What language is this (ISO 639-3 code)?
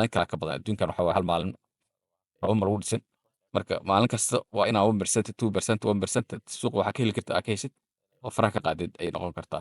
som